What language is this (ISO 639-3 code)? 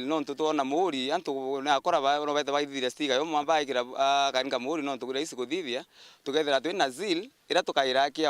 mer